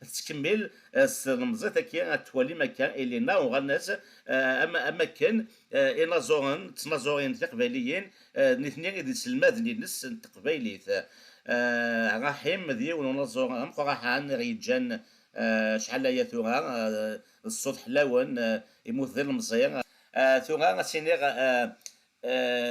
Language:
Kabyle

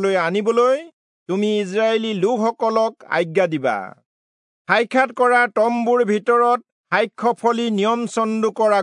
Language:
Assamese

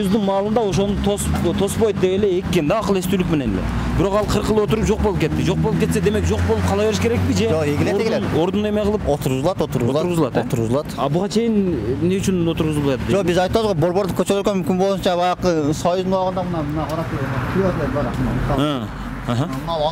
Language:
Kyrgyz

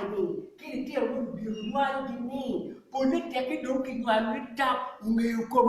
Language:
Acoli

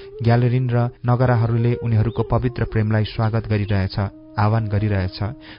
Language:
Nepali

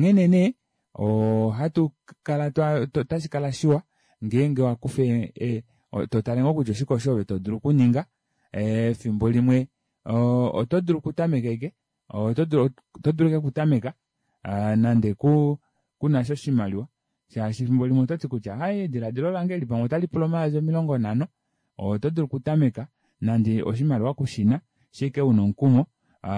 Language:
Kuanyama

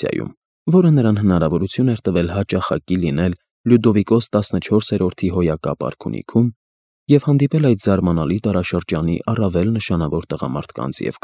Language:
Armenian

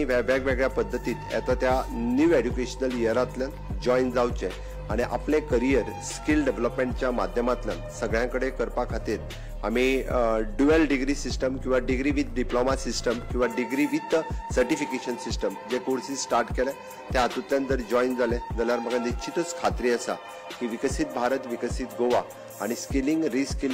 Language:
Konkani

